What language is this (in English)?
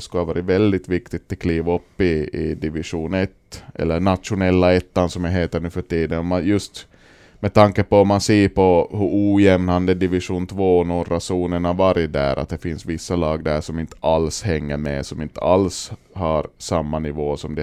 Swedish